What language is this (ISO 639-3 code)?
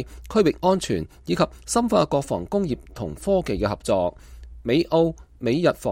yue